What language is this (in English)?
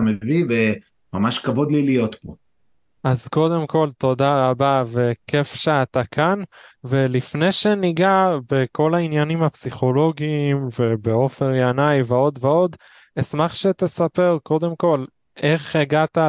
Hebrew